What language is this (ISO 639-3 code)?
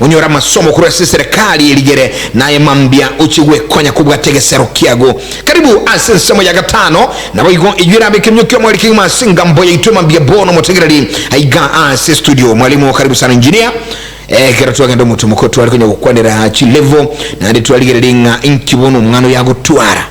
guz